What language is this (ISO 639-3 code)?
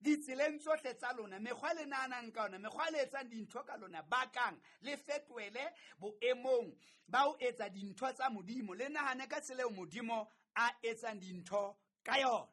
sot